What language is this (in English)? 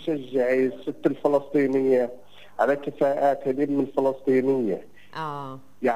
North Levantine Arabic